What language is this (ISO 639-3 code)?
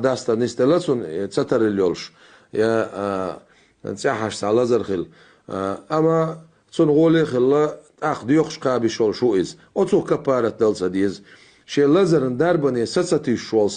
che